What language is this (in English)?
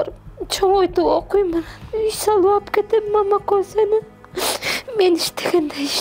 Kyrgyz